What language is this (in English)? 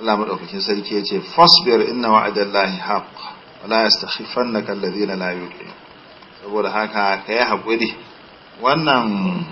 Hausa